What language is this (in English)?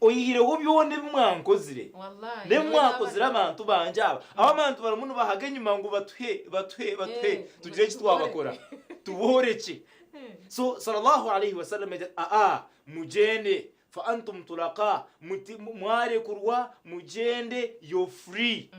Nyankole